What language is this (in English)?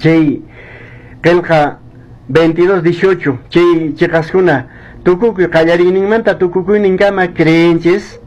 Quechua